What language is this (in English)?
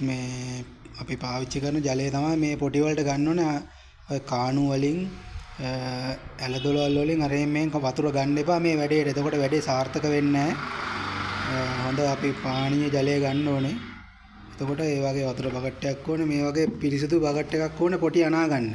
Sinhala